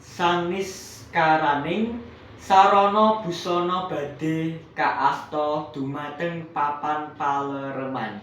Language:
Javanese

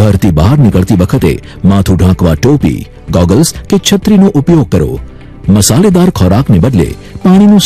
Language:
Gujarati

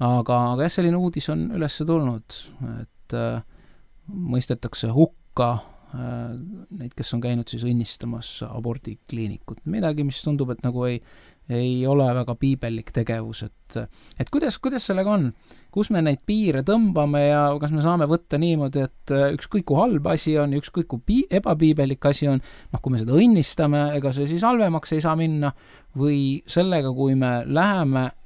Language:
Estonian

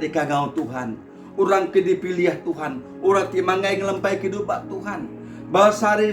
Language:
Iban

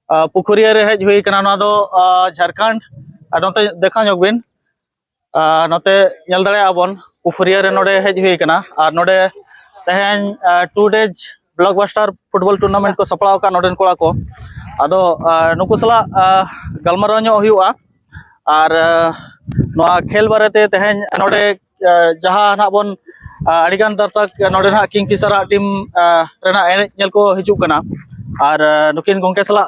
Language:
Santali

